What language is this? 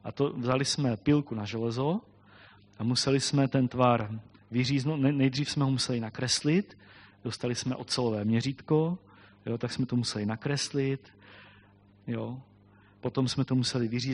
Czech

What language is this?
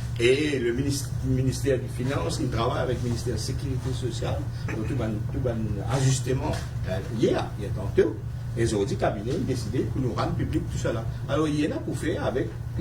Morisyen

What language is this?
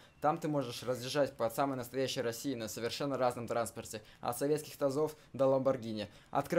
Russian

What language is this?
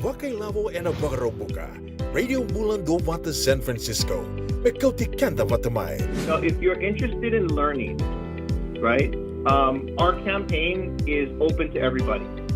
Fijian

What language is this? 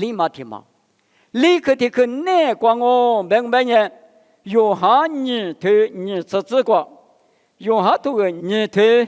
Lisu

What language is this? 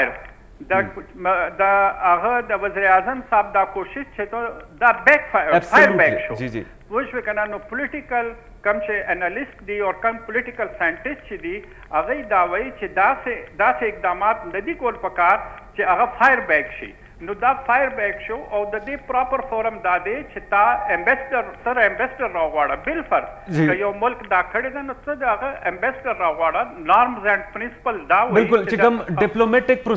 Pashto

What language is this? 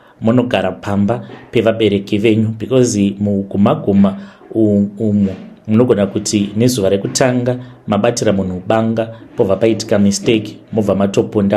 Shona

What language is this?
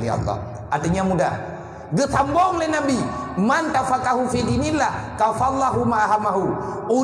Achinese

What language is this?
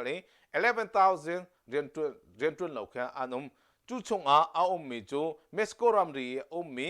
Hakha Chin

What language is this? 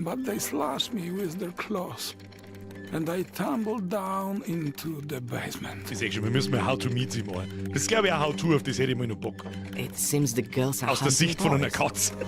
Bavarian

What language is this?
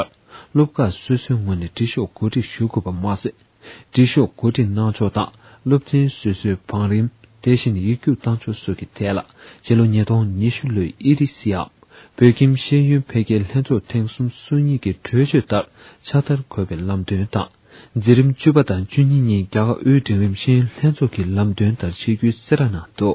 Tibetan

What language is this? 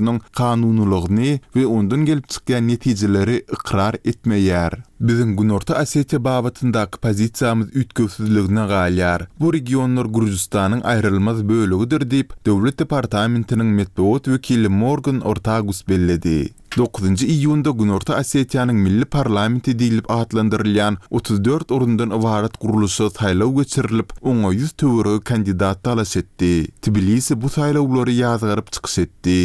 Turkmen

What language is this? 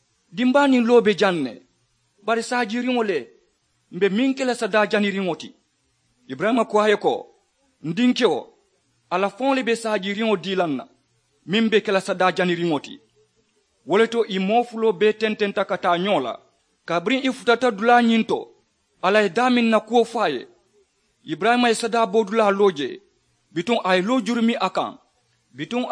Mandingo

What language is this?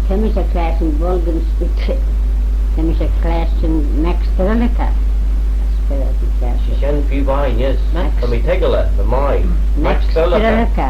Manx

